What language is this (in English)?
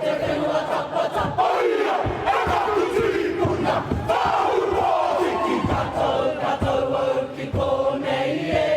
Māori